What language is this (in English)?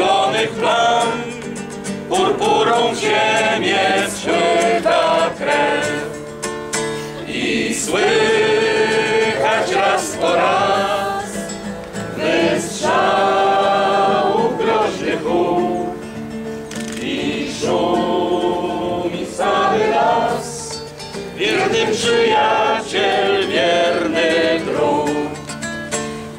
Polish